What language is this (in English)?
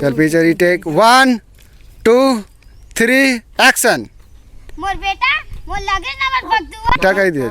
Chhattisgarhi